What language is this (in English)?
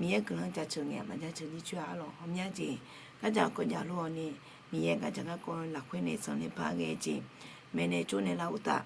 Akha